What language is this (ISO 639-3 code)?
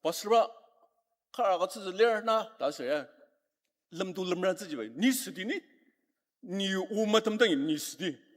njo